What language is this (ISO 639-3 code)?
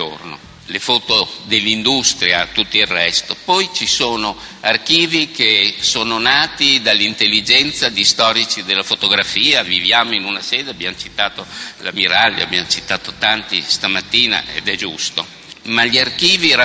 ita